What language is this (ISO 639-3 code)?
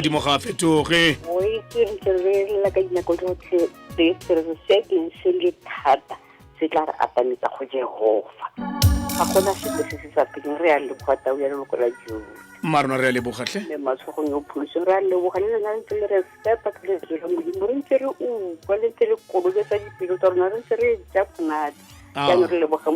tsn